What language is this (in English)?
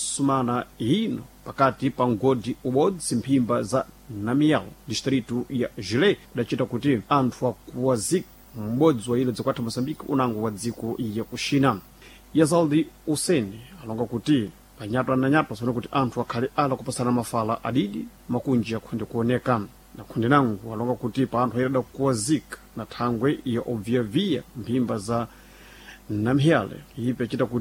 Sena